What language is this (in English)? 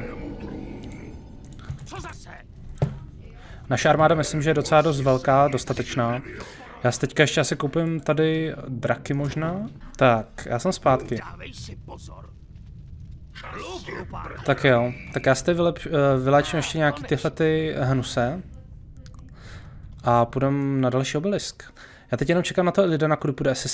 Czech